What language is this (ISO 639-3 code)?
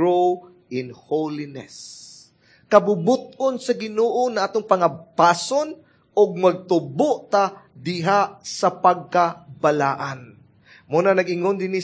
ceb